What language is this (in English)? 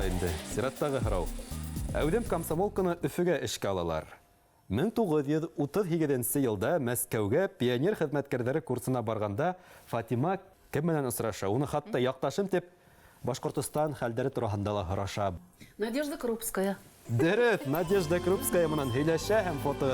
Bashkir